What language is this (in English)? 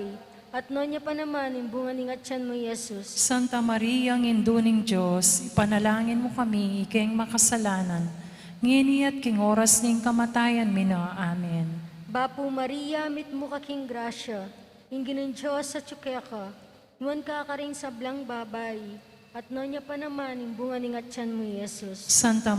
Pampanga